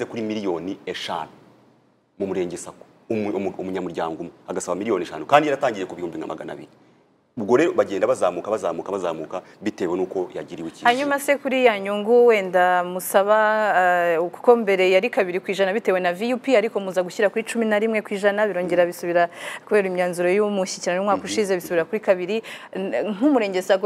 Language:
Kinyarwanda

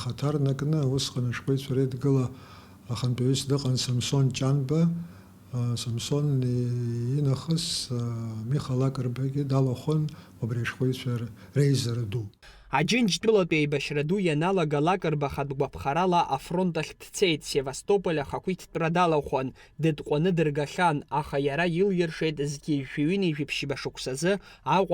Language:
Abkhazian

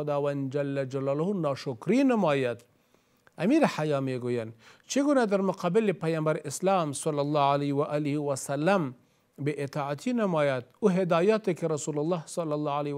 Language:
Persian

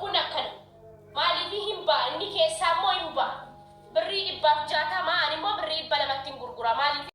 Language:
Oromo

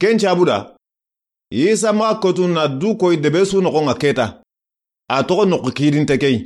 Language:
Soninke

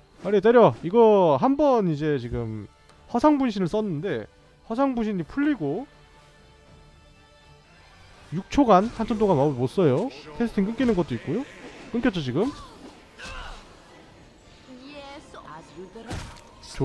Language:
Korean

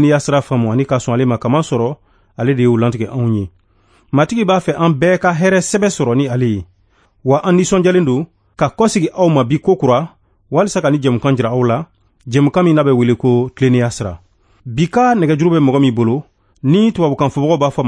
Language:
Bambara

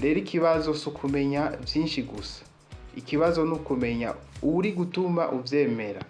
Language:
Rundi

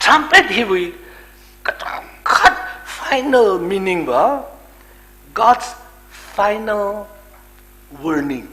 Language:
Tangkhul Naga (India)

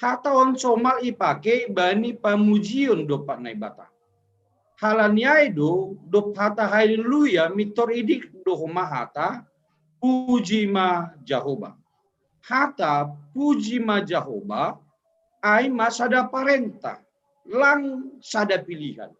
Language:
Batak Simalungun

